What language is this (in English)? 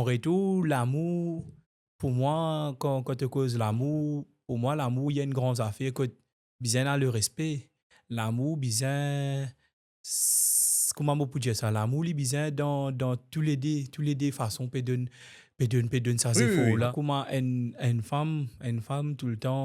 Morisyen